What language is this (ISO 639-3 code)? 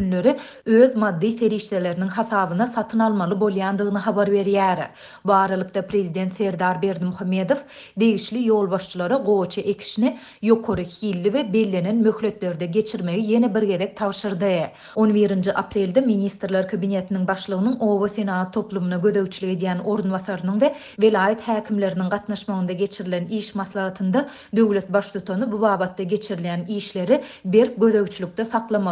tuk